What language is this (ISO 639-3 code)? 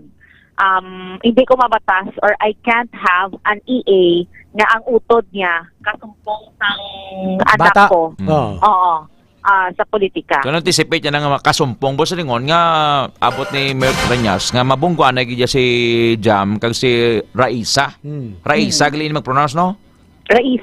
hil